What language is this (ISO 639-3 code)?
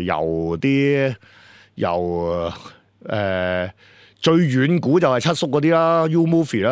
yue